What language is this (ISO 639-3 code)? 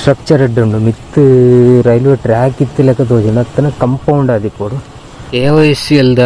tcy